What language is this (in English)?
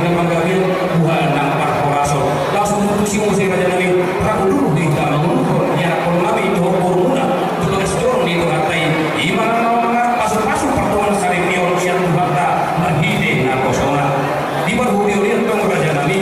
Batak Toba